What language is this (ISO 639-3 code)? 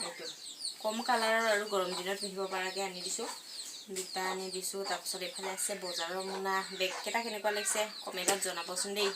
asm